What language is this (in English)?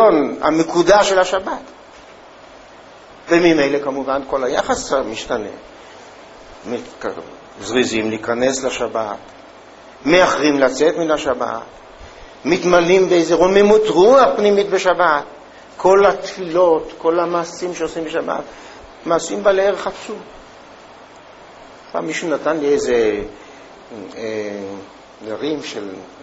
Hebrew